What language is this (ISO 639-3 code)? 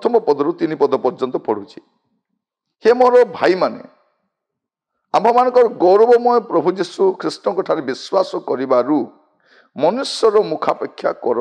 ori